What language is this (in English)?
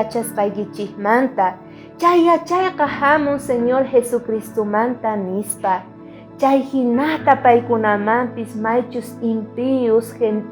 South Bolivian Quechua